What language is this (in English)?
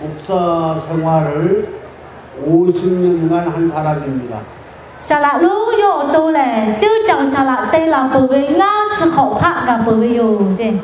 Lahu